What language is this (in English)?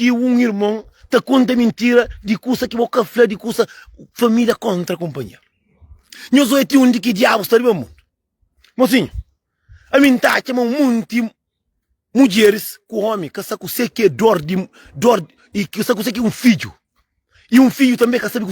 Kabuverdianu